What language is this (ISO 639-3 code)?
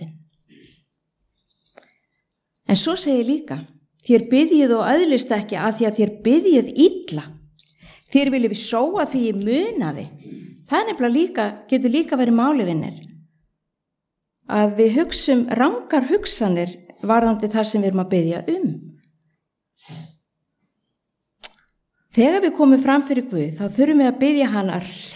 isl